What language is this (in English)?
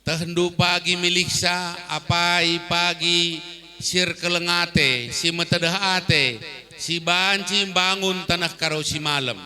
Batak Karo